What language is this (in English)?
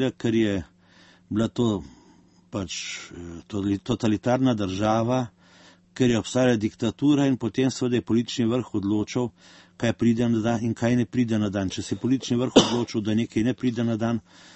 Slovenian